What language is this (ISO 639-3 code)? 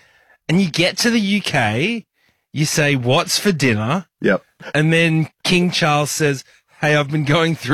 eng